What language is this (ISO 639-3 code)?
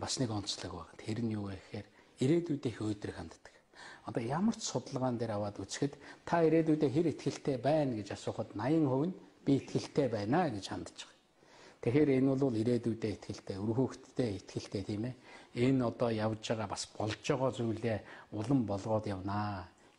mon